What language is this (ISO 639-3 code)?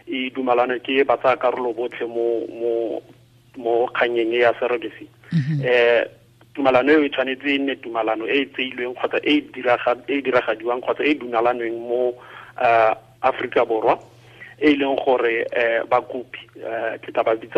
tsn